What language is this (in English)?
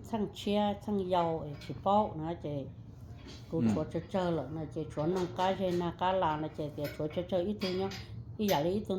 Hmong